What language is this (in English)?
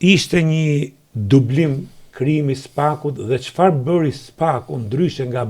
Albanian